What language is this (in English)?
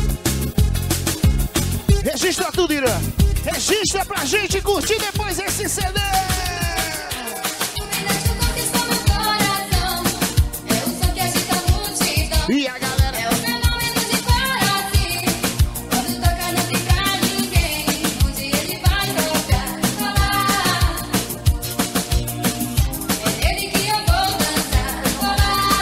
Portuguese